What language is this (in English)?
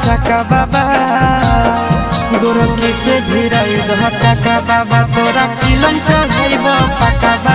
Bhojpuri